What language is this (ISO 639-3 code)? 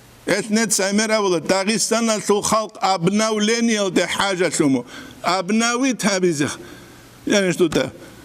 ava